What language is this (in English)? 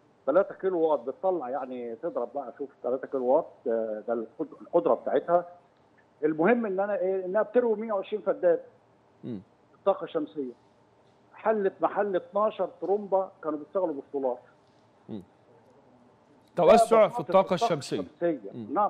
Egyptian Arabic